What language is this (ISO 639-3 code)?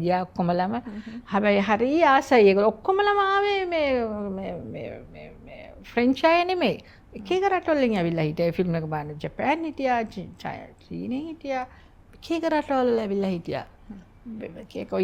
sin